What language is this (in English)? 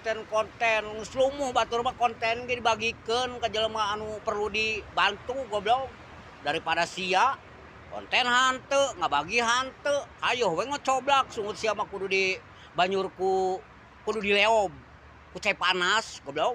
Sundanese